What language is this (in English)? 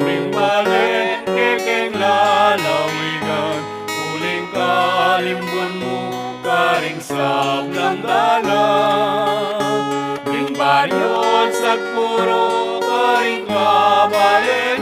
Pampanga